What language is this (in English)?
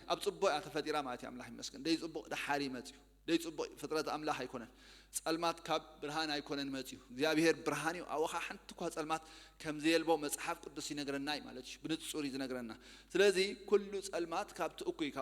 Tigrinya